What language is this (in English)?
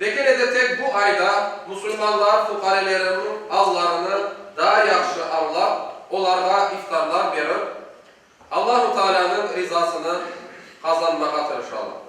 Crimean Tatar